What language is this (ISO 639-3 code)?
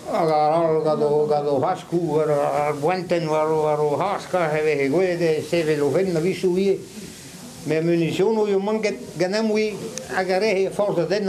bre